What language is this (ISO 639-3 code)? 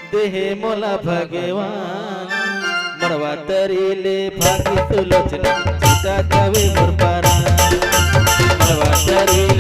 hne